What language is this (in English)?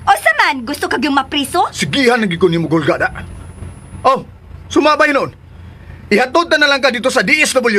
Cebuano